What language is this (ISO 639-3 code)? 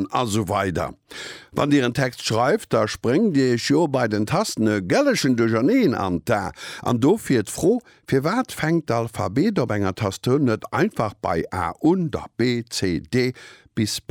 ltz